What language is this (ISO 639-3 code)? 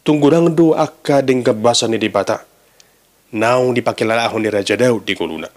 bbc